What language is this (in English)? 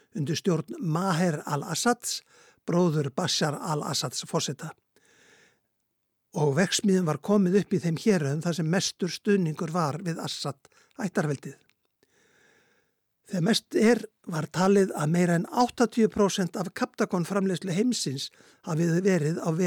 Icelandic